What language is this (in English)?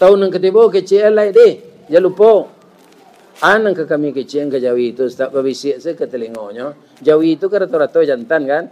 Minangkabau